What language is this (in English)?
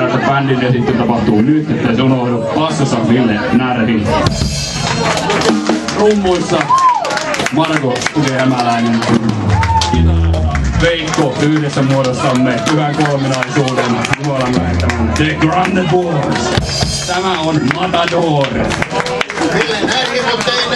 Finnish